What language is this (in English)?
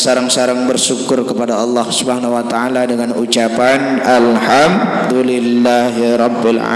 Sasak